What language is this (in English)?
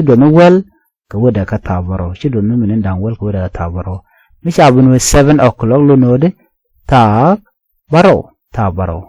Nuer